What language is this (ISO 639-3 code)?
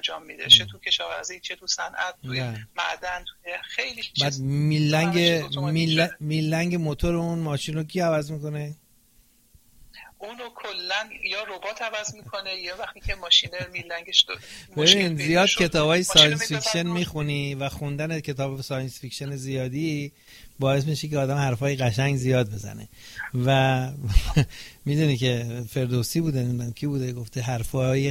fas